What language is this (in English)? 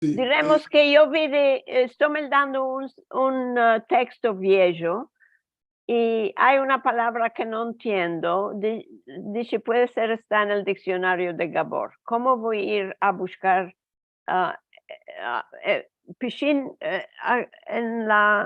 Ladino